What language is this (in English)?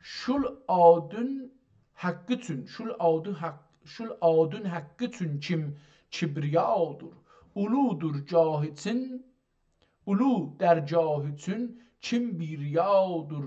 South Azerbaijani